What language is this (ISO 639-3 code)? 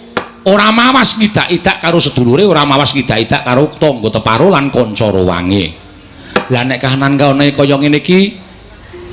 jav